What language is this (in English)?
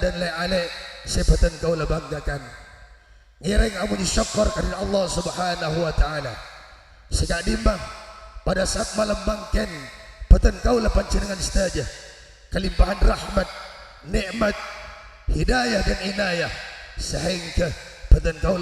Madurese